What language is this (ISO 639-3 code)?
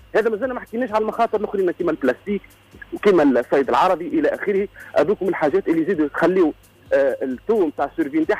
aeb